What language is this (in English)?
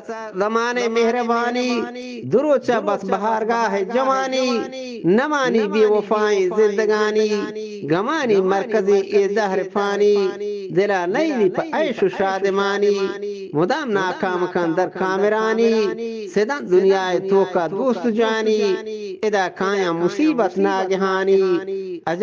Eastern Balochi